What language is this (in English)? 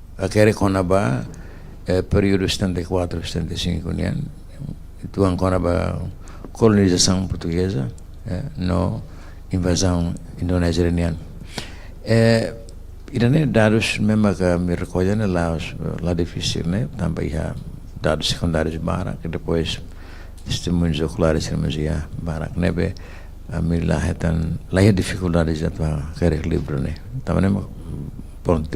Tetum